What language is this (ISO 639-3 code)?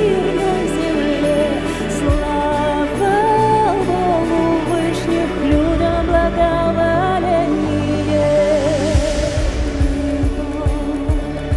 rus